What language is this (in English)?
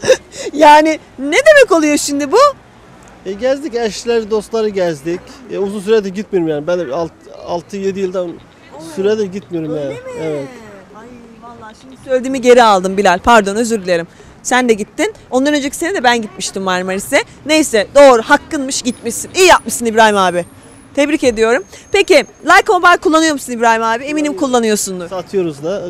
Turkish